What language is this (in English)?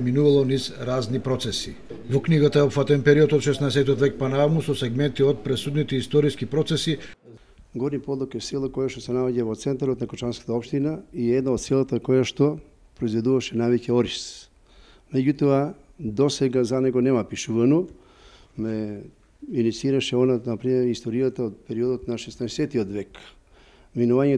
Macedonian